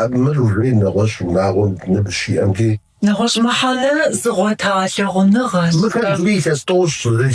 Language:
Kabardian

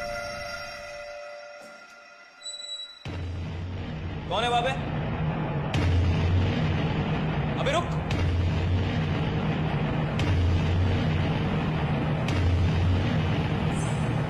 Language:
Hindi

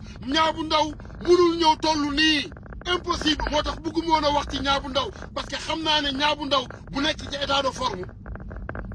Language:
Wolof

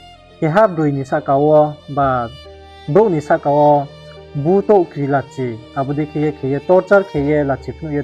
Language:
Riang (India)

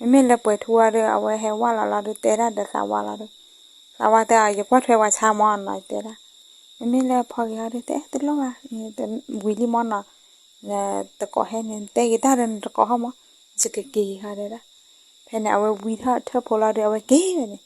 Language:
S'gaw Karen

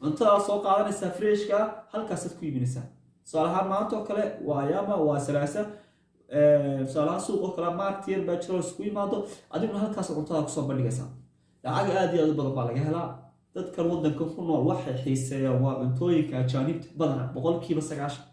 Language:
Somali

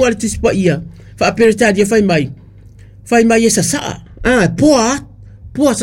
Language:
Samoan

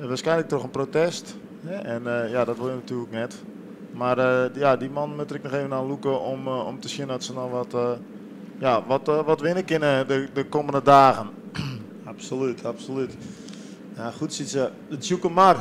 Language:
Western Frisian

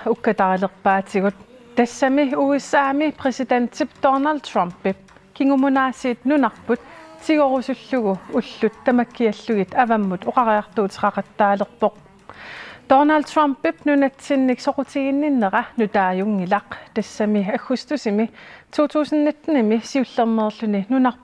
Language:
Kalaallisut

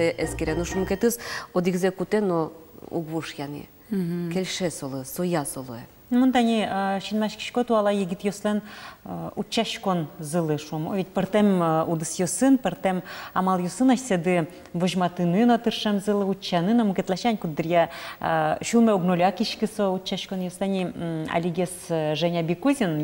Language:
Udmurt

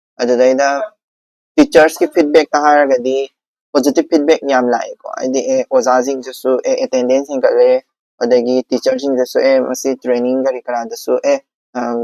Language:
Manipuri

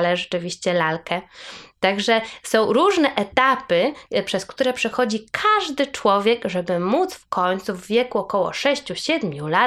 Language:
Polish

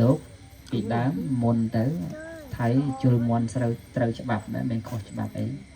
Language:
Khmer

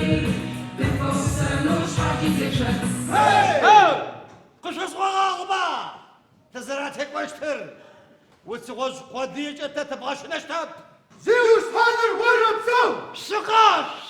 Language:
Adyghe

